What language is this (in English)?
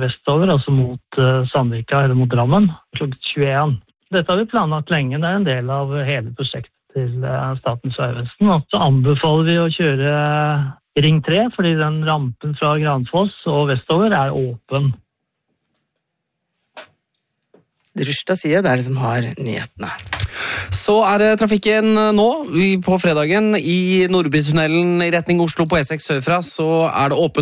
Norwegian